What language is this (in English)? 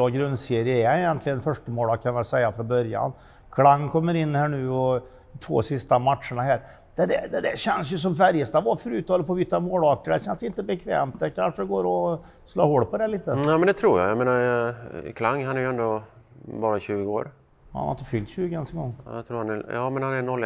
Swedish